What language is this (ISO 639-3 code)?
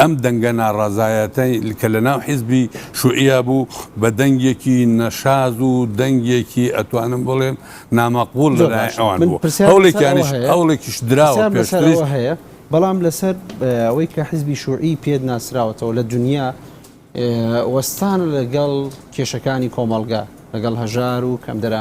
ckb